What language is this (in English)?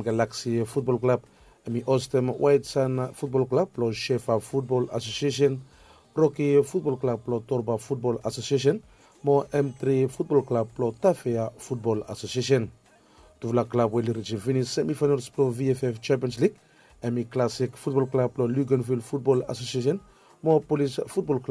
Bislama